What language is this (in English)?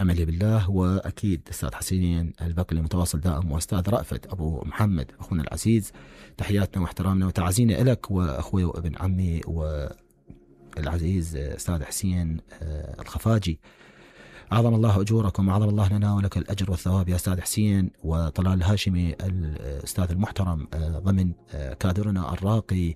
Mesopotamian Arabic